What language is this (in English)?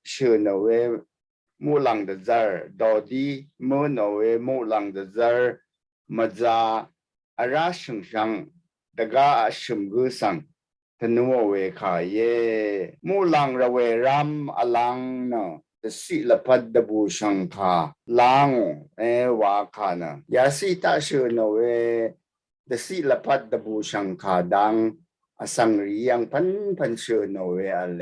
Rawang